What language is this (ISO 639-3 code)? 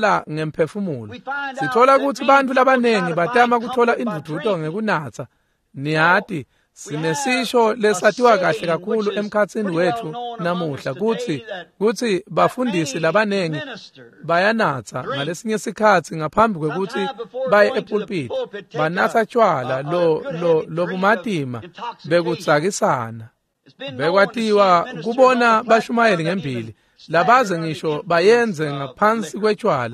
ssw